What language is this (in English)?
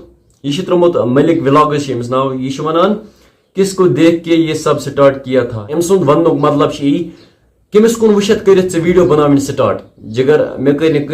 Kashmiri